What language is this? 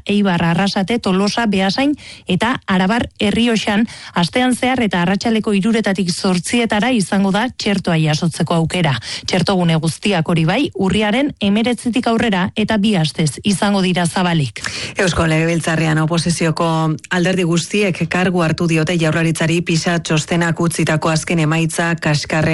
Basque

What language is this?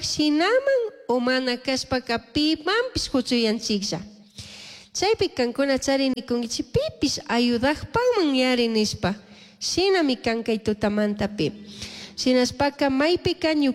Chimborazo Highland Quichua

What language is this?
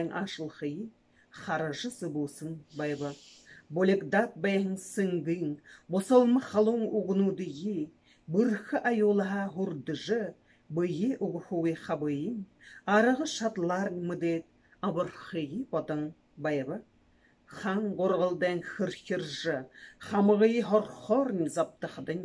Buriat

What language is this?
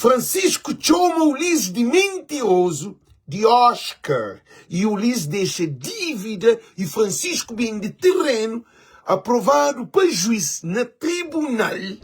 Kabuverdianu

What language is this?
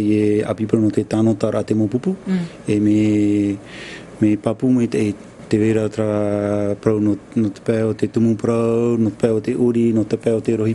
Tahitian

